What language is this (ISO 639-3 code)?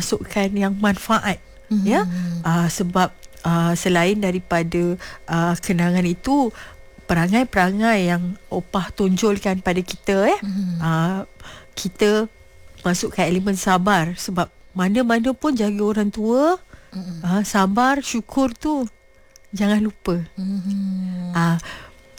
msa